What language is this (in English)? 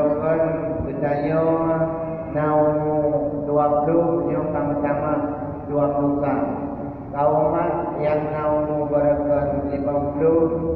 Achinese